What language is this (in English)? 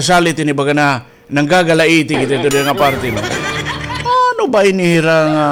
Waray